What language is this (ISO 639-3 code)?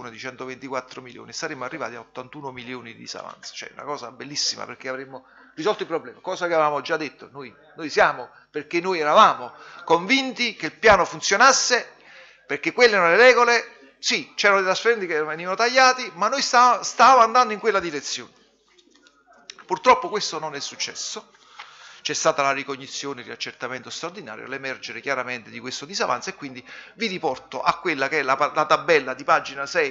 ita